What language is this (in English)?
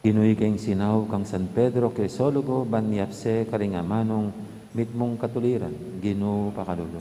Pampanga